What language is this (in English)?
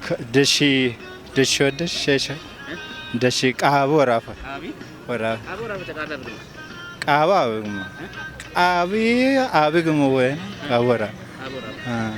Kafa